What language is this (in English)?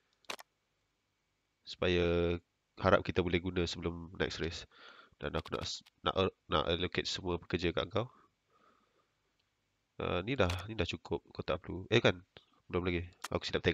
Malay